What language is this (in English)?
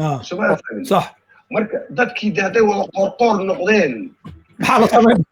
Somali